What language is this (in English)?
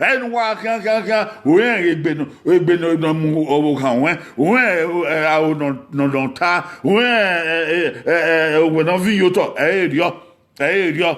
Bini